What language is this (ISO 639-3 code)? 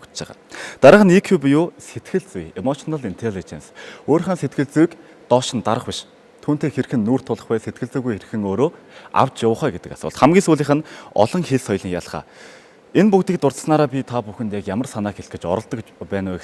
mon